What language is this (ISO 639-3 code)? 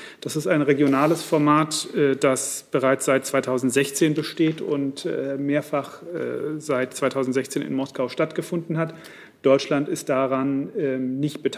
deu